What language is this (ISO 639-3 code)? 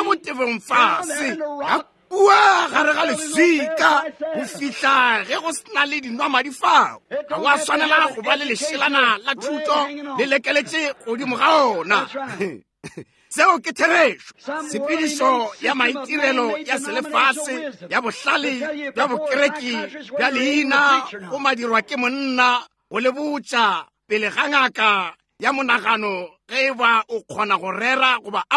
nso